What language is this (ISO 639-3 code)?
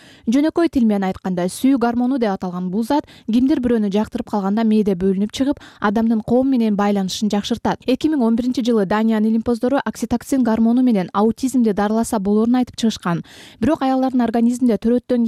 kir